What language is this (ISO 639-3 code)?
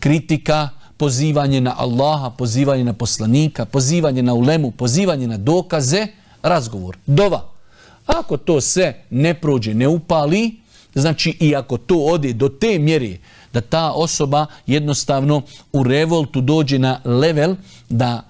bos